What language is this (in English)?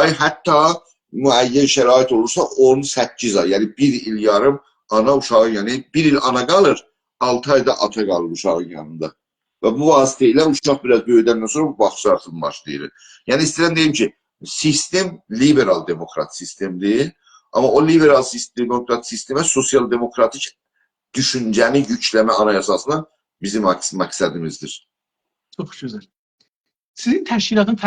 South Azerbaijani